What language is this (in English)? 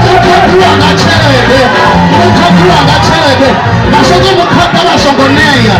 Venda